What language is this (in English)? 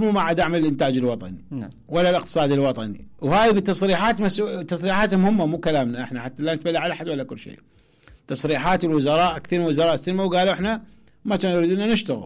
Mesopotamian Arabic